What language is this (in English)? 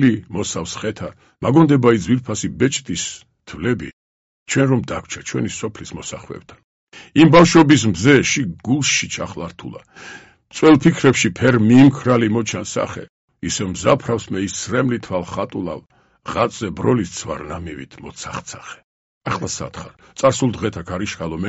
Georgian